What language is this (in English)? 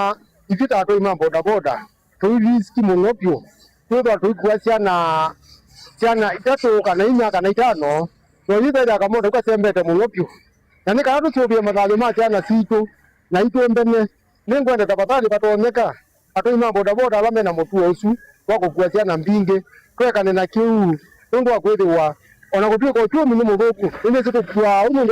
Kamba